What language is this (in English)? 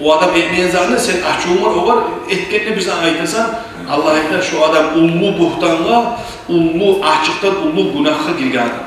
Kumyk